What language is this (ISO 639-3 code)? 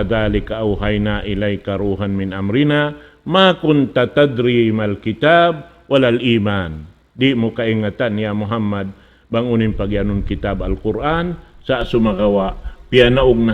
tsg